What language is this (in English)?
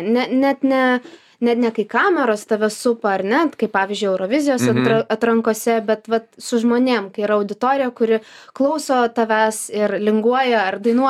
Lithuanian